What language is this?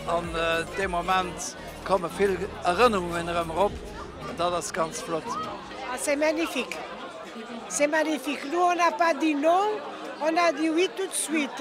Luxembourgish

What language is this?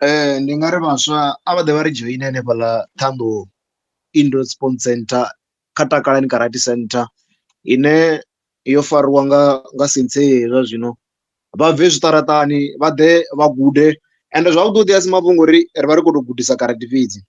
Venda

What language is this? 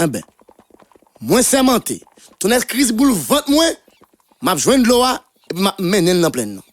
Haitian Creole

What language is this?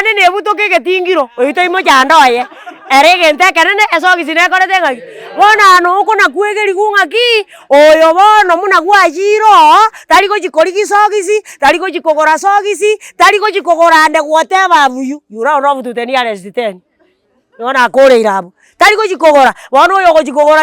Gusii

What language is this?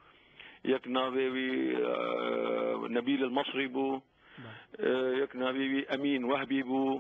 Kurdish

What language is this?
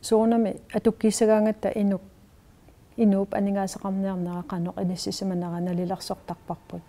Kalaallisut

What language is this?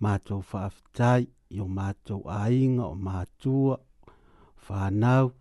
Samoan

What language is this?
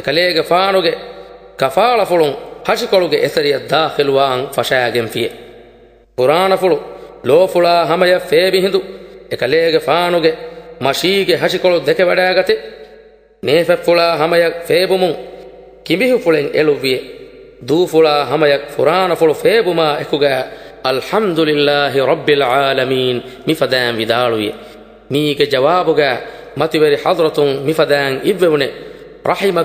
Divehi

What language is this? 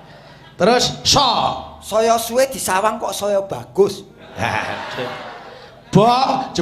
Javanese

